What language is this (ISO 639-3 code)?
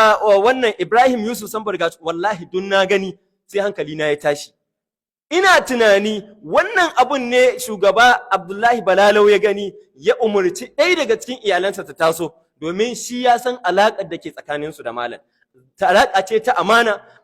hau